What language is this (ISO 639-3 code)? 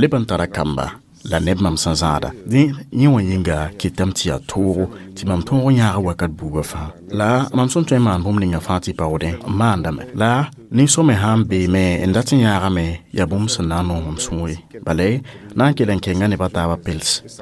mos